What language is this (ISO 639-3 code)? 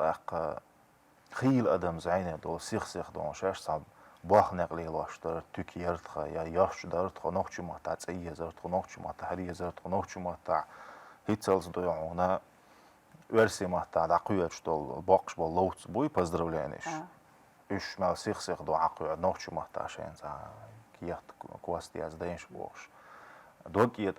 che